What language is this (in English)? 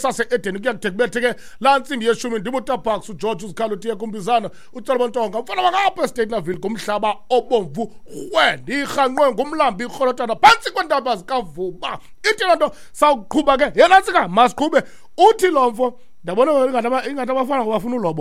Xhosa